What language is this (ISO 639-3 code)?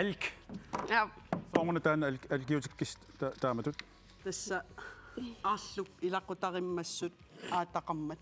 kal